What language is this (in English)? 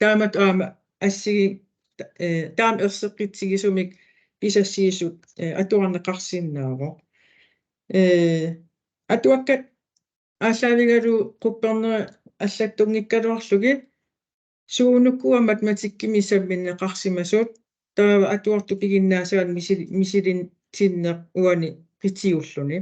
Kalaallisut